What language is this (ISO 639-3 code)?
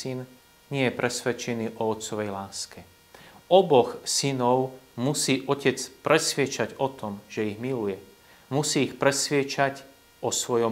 slk